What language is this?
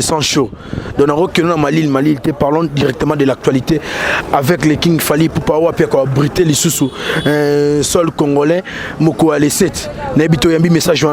Lingala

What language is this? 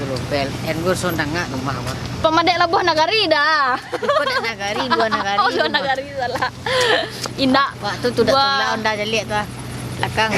Minangkabau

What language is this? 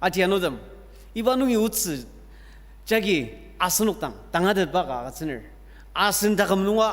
Ao Naga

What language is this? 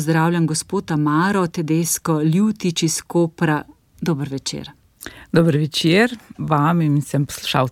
Slovenian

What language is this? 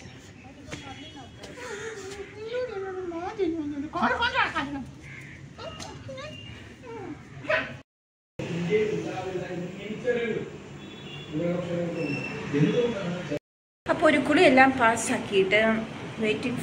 Malayalam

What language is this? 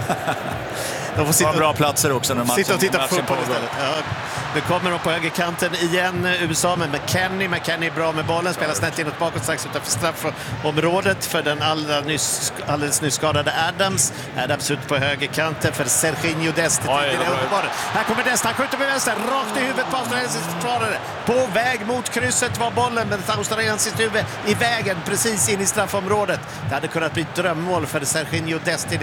Swedish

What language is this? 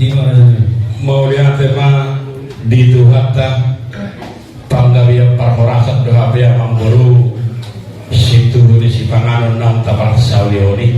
Batak Toba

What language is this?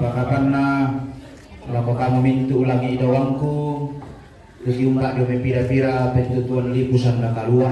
Toraja-Sa'dan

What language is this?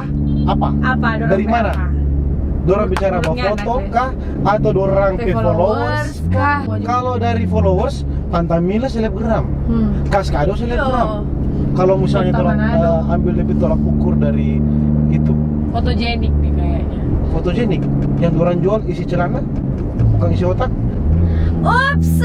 Manado Malay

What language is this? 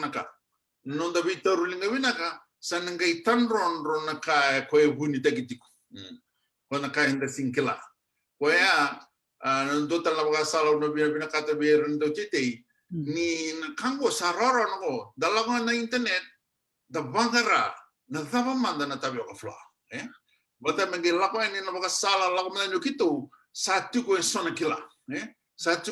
Fijian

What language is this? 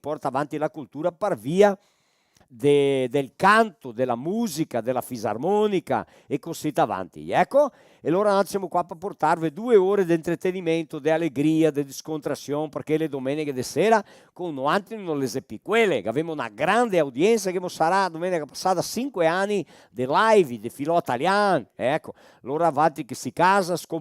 Venetian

